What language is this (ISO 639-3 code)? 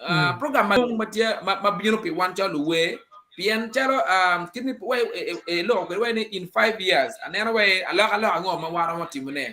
ach